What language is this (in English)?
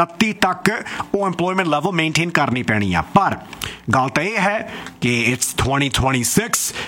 Punjabi